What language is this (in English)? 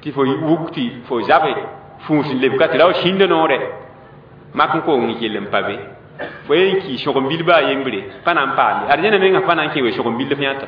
Mossi